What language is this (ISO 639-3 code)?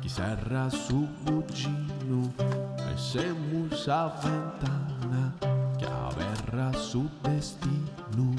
srd